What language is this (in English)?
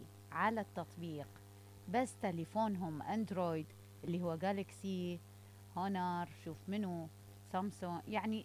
Mesopotamian Arabic